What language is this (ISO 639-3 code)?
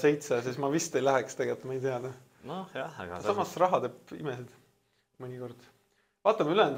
est